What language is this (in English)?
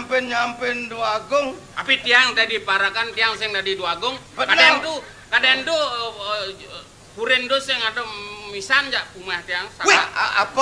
Balinese